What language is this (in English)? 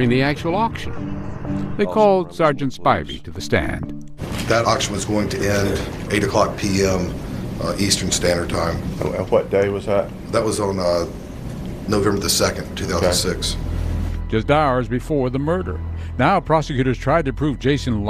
English